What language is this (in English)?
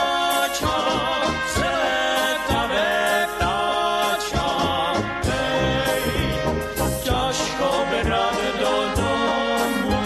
Slovak